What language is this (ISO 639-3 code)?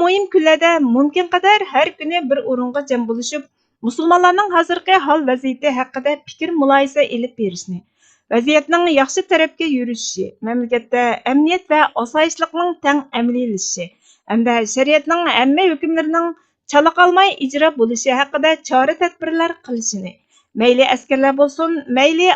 uig